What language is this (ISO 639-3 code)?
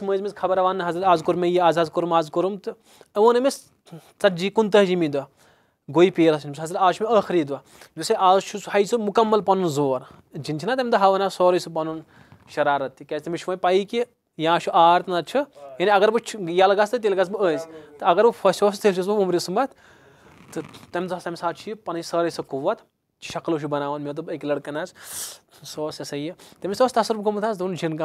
kas